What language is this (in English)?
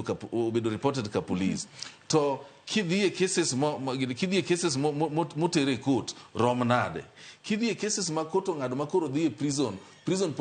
Luo (Kenya and Tanzania)